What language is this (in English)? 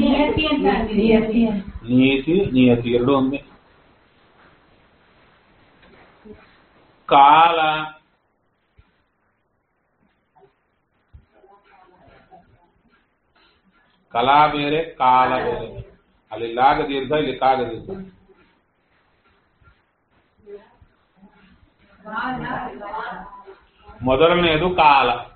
Kannada